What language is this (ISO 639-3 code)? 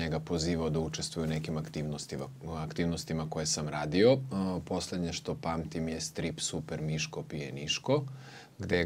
srp